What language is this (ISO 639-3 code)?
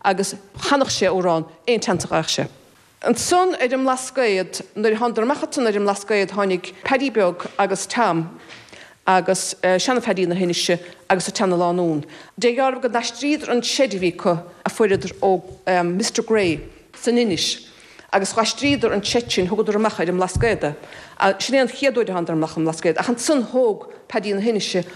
gle